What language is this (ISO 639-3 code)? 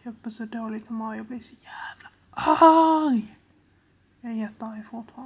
swe